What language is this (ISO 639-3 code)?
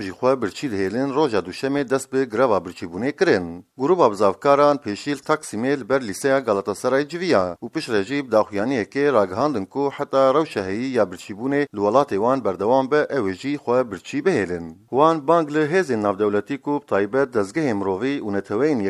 kur